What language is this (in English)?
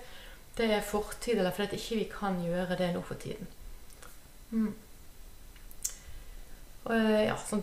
Norwegian